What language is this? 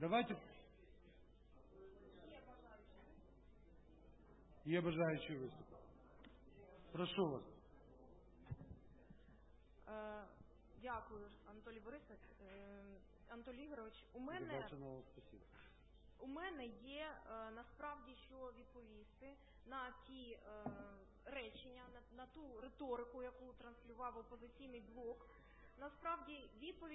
Ukrainian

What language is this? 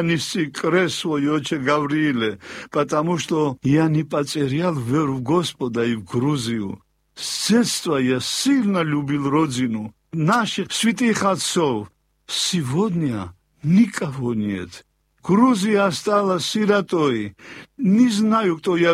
Russian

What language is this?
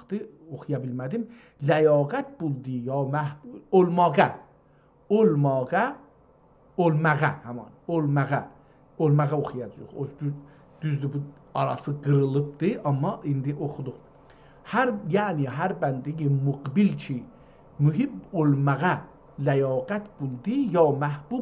South Azerbaijani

